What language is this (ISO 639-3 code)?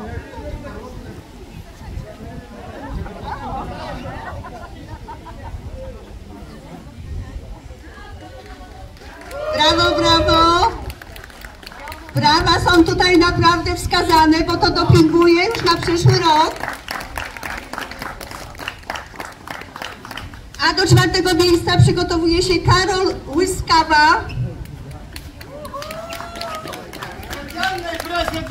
pol